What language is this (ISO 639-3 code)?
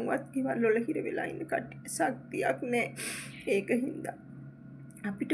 sin